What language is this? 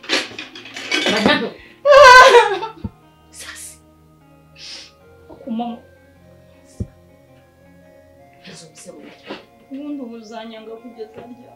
Kinyarwanda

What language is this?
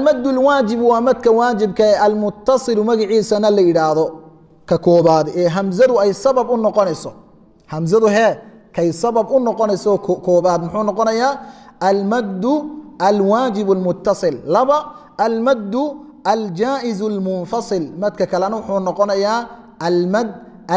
Somali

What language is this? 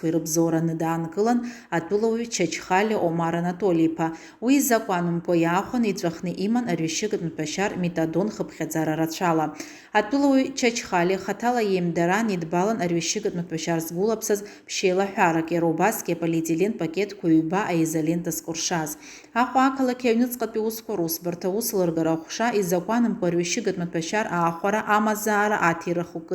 Abkhazian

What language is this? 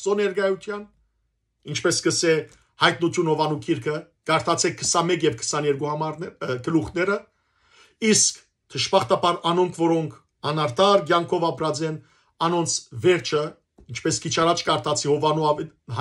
Western Armenian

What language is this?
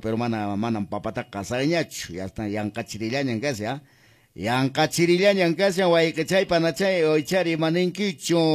Quechua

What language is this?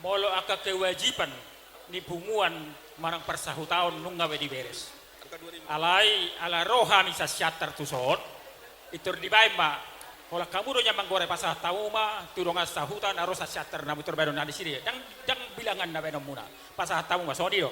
Batak Toba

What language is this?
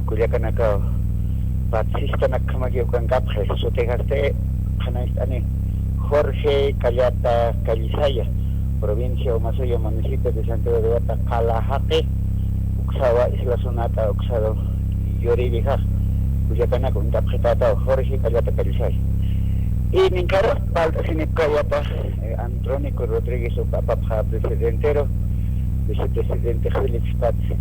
Aymara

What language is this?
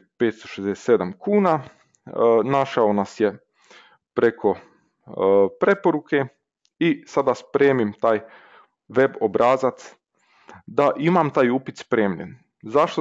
Croatian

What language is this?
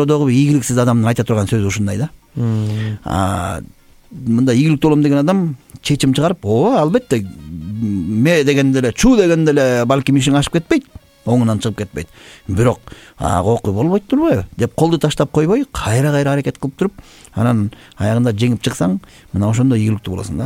Kyrgyz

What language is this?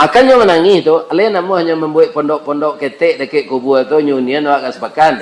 Minangkabau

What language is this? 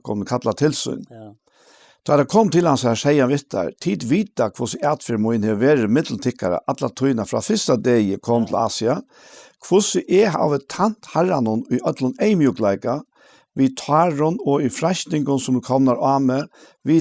Faroese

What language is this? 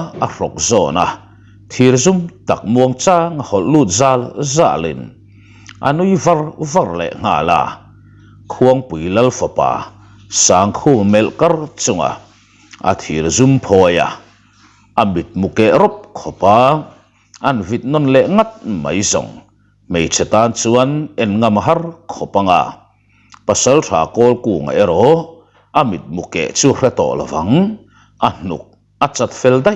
Mizo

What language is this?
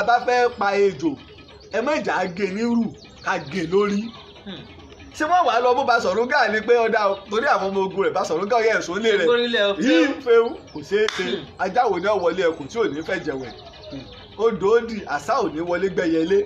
Yoruba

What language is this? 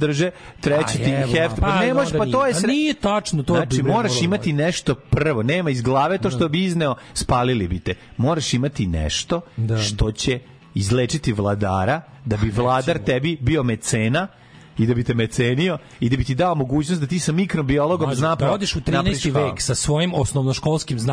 Serbian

